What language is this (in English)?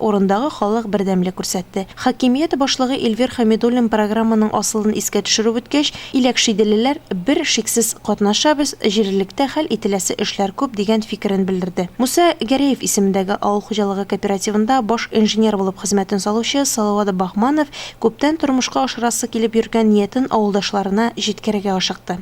Tatar